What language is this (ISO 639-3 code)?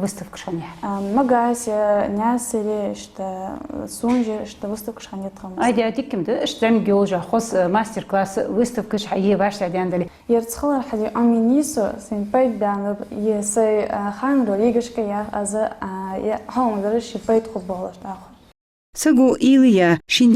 inh